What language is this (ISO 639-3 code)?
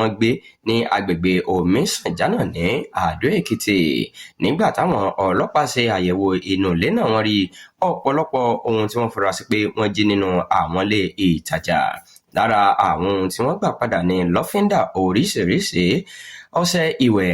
yor